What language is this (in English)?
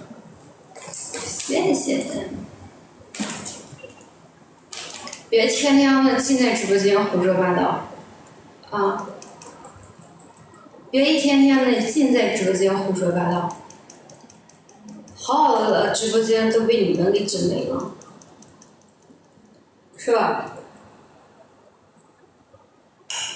Chinese